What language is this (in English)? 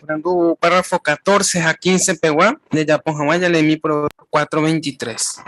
Guarani